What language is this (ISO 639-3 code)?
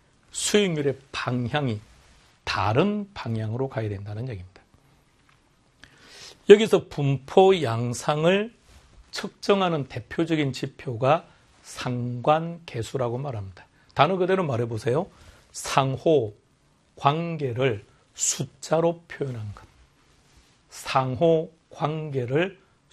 kor